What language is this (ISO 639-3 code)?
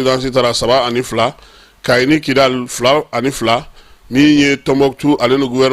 bam